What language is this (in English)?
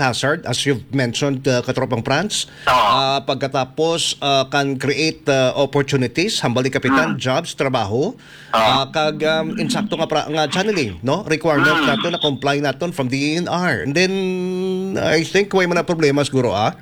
Hiligaynon